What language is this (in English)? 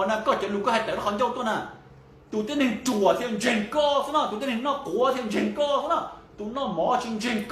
Hmong